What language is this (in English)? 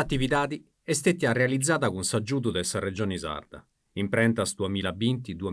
Sardinian